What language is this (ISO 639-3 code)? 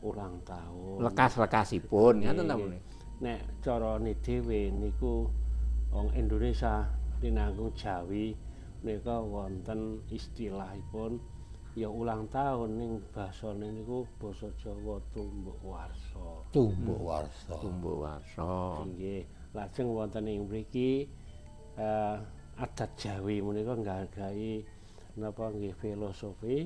jav